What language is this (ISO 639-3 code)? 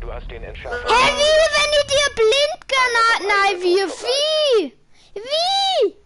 bar